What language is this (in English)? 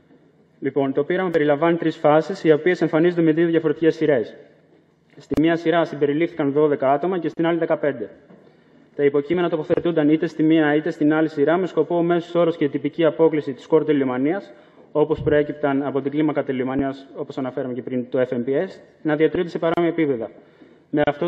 Greek